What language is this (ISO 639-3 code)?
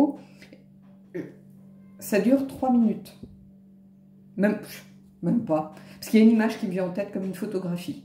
fra